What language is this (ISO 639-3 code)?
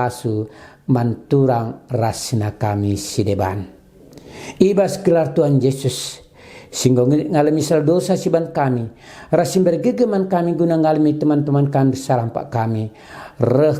btx